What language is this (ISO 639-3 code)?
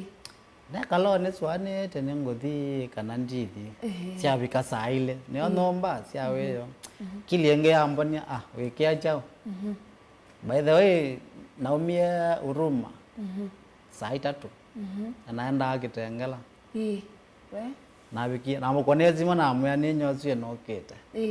kam